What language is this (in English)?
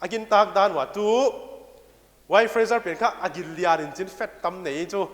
Paite Chin